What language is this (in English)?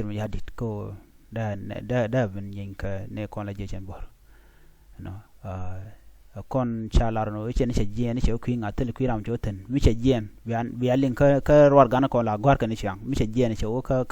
Nuer